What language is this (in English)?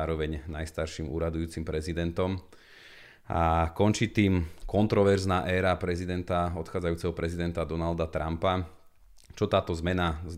Slovak